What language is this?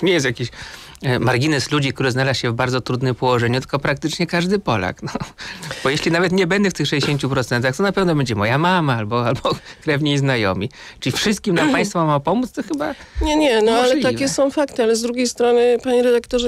Polish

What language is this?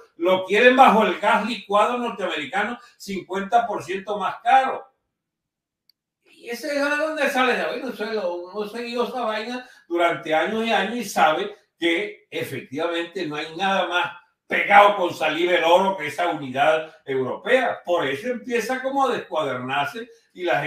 Spanish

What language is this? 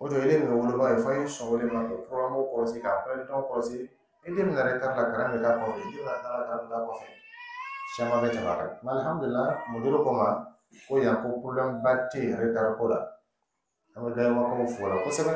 Dyula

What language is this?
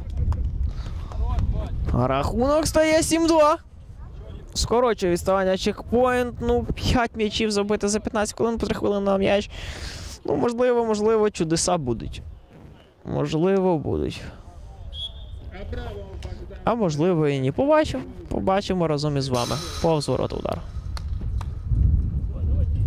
Ukrainian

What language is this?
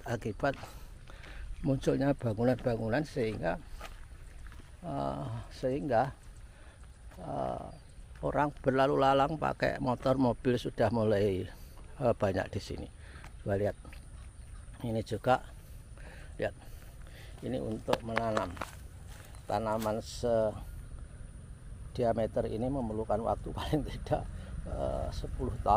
Indonesian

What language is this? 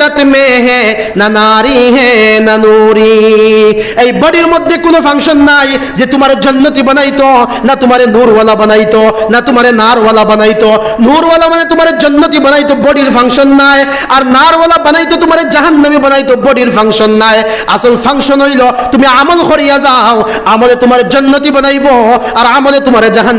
Sylheti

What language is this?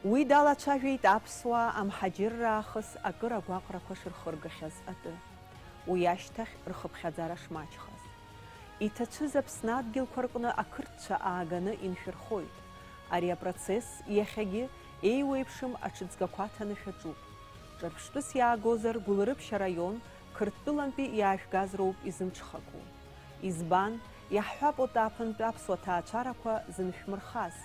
Abkhazian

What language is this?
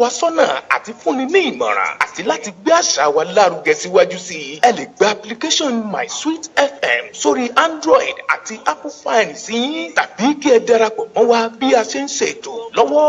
Yoruba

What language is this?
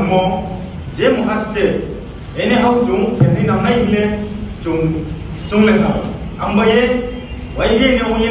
Riang (India)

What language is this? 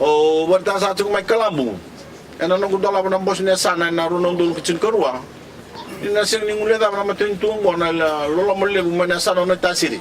Fijian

